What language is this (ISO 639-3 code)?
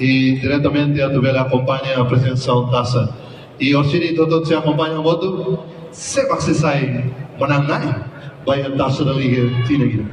tet